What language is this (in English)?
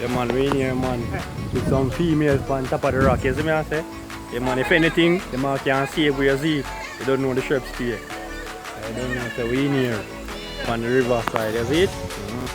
Jamaican Creole English